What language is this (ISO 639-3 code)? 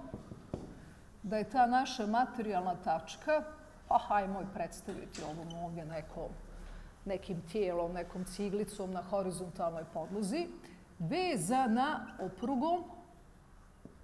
bos